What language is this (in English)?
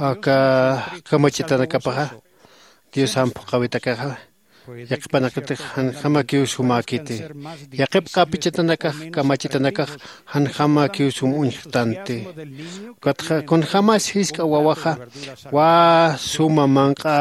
Aymara